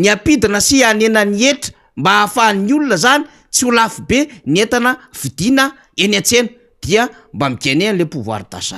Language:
Malagasy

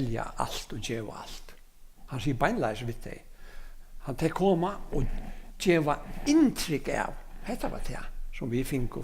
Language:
Faroese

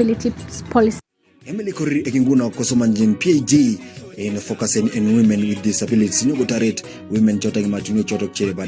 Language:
Kalenjin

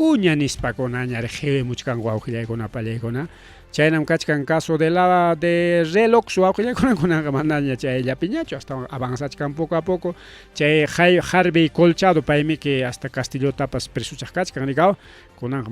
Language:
Ayacucho Quechua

